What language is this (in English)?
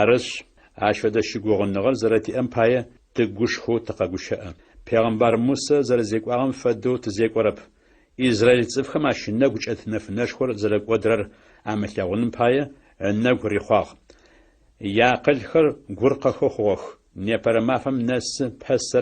Adyghe